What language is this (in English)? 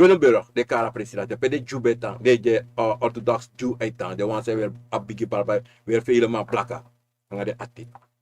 Sranan Tongo